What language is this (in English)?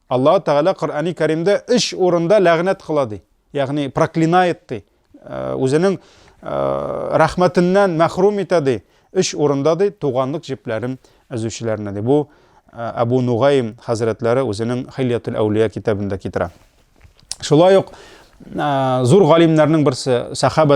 Tatar